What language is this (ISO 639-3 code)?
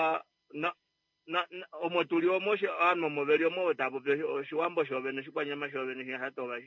kua